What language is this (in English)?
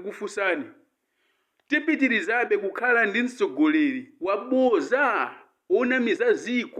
Nyanja